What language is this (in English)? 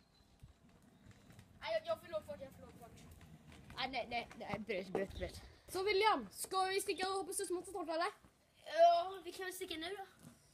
Swedish